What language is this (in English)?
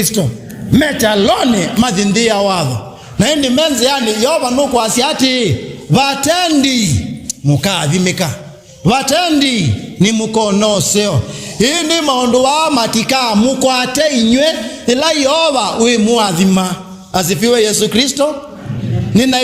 Kamba